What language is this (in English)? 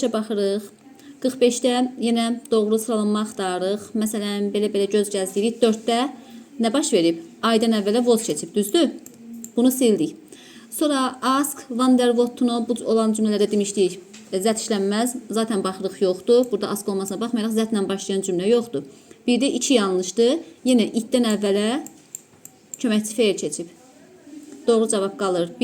Azerbaijani